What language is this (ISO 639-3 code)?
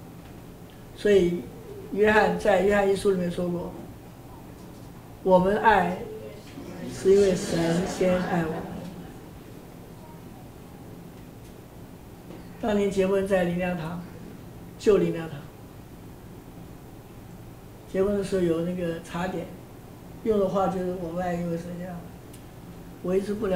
zho